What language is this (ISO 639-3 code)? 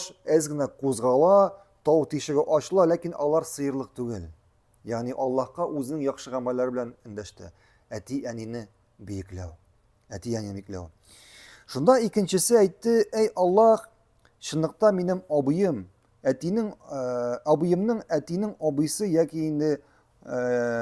tat